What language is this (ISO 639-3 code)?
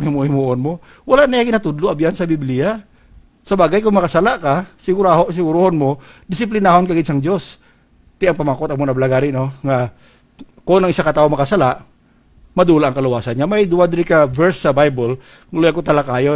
hil